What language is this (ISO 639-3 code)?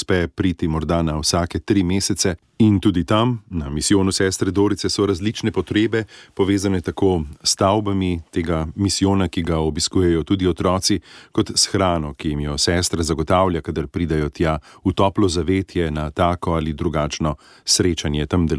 slv